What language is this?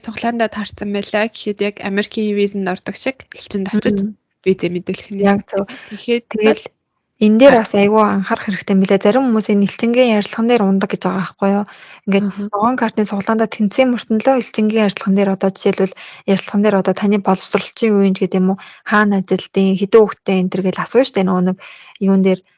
Mongolian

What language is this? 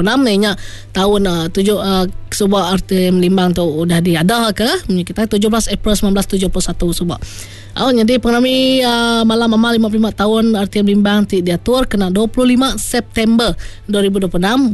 Iban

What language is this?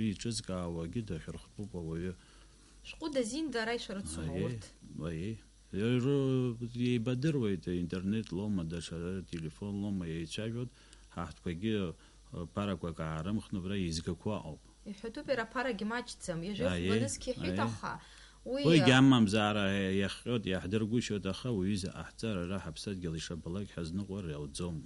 Abkhazian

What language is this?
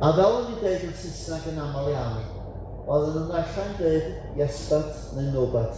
Welsh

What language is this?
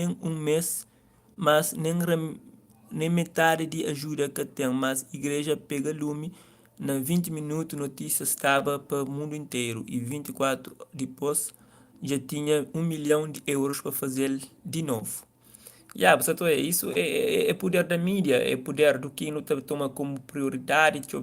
Kabuverdianu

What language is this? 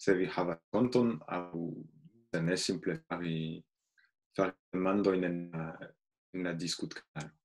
Esperanto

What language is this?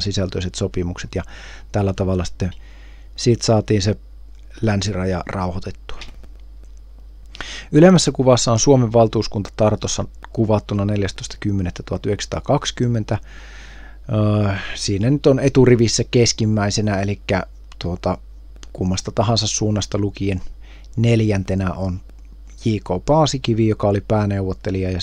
Finnish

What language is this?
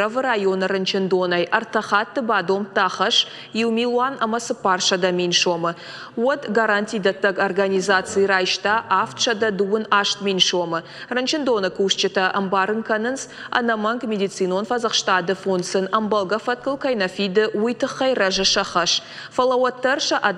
Ossetic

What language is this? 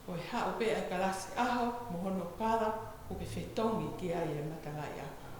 Tongan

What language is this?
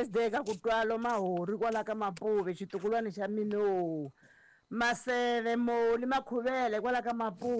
Tsonga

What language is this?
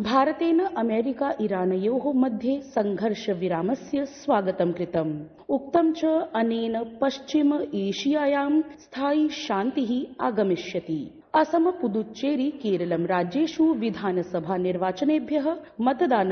Sanskrit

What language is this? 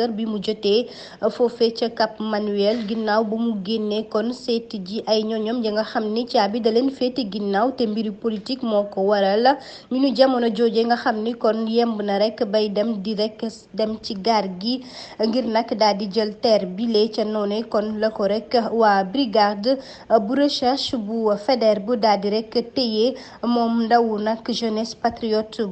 Wolof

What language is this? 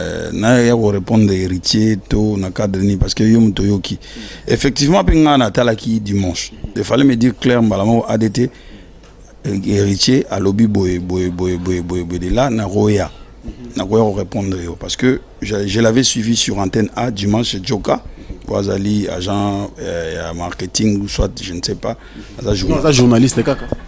Lingala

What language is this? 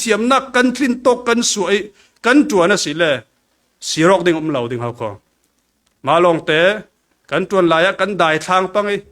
Falam Chin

